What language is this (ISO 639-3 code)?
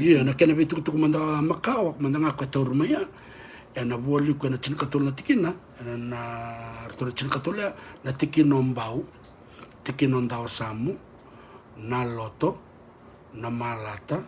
fij